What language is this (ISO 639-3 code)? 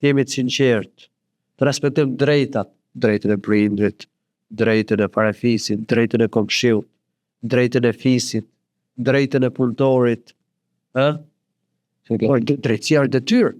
sqi